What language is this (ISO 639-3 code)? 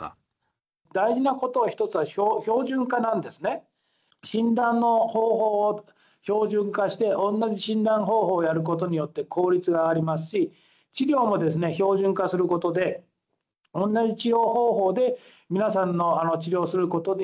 jpn